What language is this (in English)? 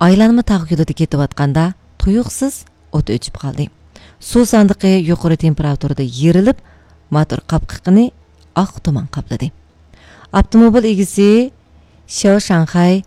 Uyghur